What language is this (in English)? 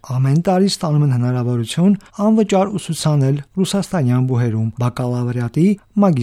Armenian